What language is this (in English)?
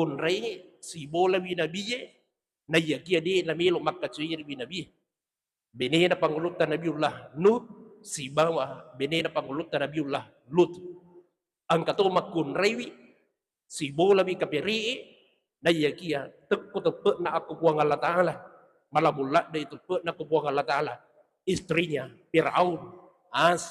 Buginese